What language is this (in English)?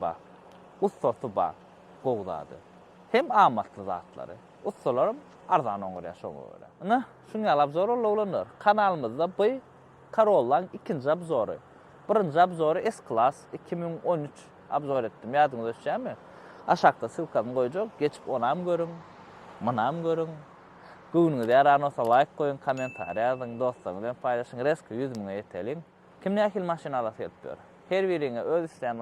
Turkmen